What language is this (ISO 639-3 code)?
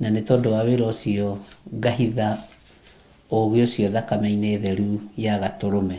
kik